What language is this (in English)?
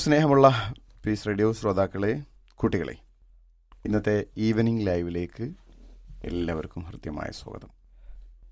Malayalam